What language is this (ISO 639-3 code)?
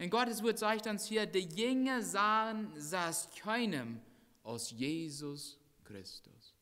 pdt